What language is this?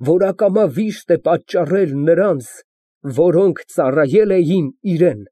Armenian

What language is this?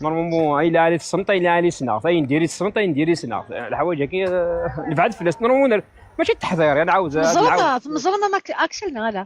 Kabyle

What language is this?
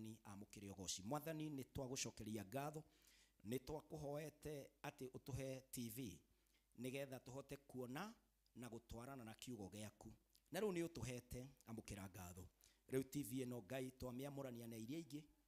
Kikuyu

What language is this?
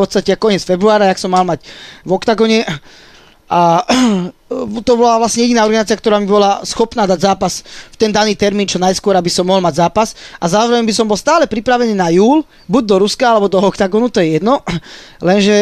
Slovak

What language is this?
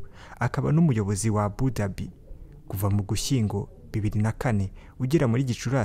Kinyarwanda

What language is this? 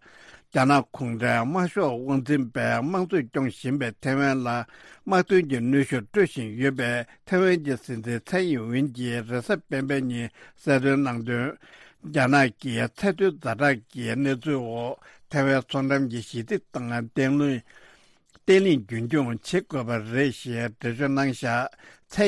Tibetan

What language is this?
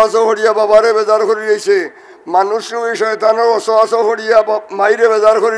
Sylheti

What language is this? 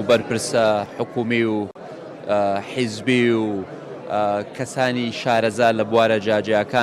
Central Kurdish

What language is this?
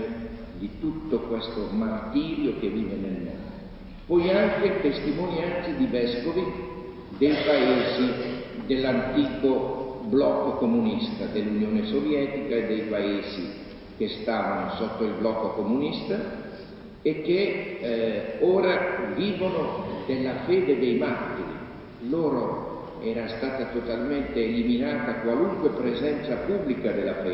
Italian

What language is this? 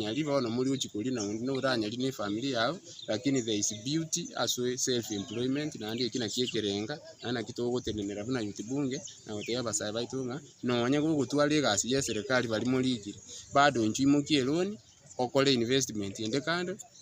Gusii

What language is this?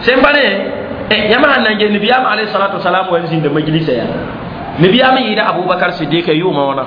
Mossi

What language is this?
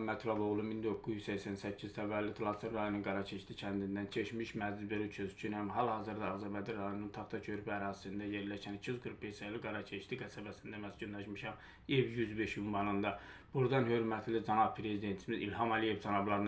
Azerbaijani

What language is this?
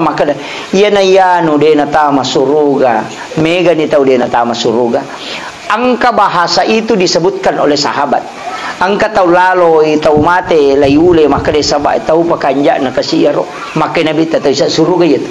Buginese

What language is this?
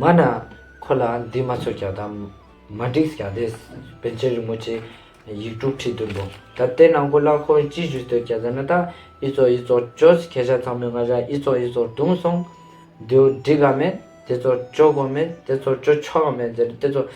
Ladakhi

